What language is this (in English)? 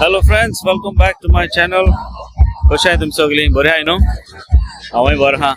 Konkani